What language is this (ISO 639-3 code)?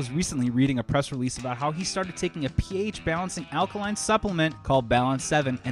eng